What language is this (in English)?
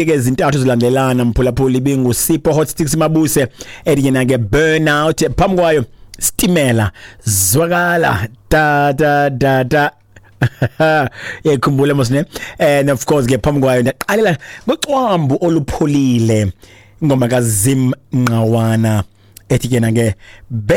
Xhosa